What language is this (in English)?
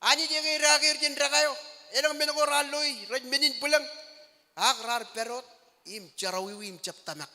Marshallese